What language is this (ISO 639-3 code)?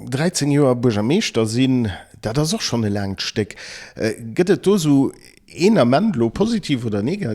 ltz